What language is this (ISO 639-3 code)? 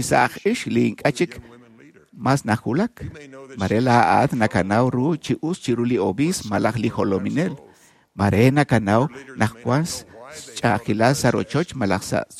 kek